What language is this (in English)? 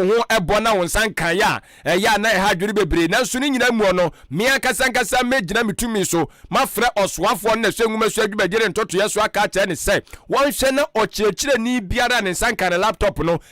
Akan